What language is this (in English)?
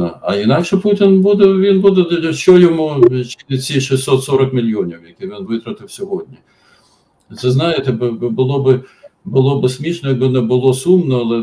Ukrainian